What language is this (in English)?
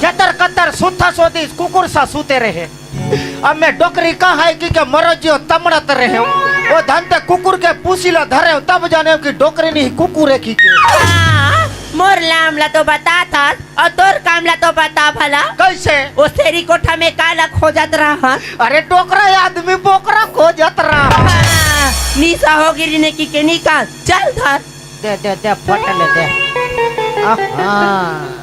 Chhattisgarhi